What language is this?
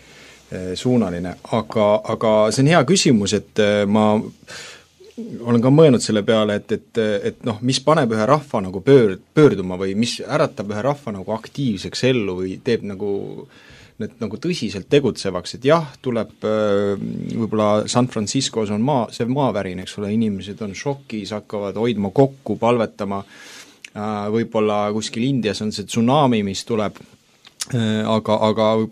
Estonian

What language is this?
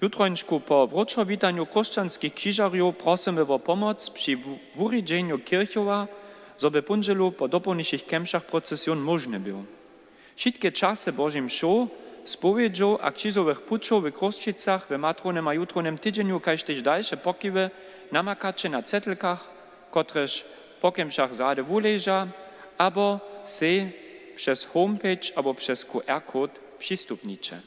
Upper Sorbian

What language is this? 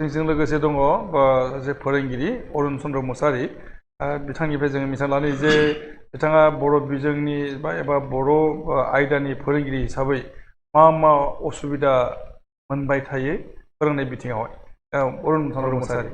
Bodo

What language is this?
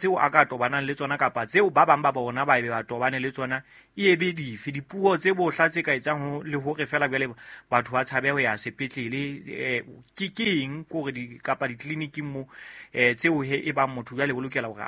Southern Sotho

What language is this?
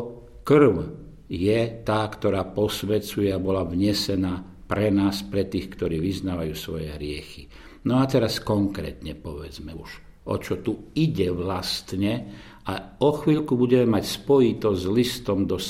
Slovak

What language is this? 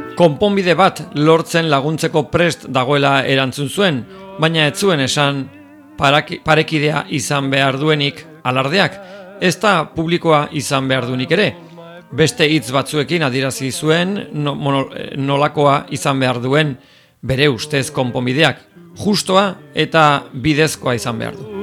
Basque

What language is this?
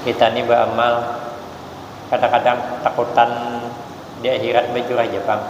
Banjar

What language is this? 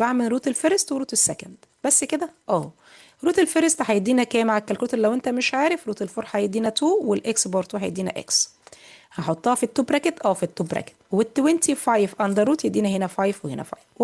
Egyptian Arabic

